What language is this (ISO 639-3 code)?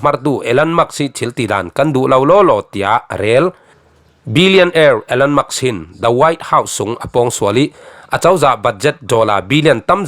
cfm